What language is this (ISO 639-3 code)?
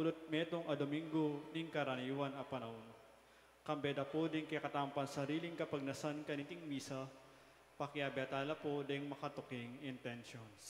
pam